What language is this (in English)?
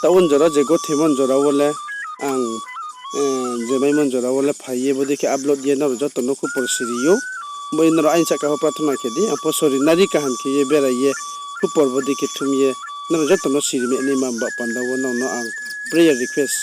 Riang (India)